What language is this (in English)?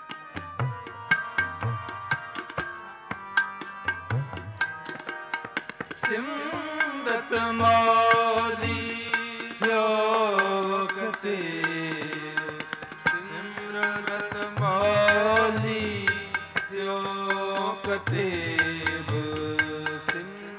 Punjabi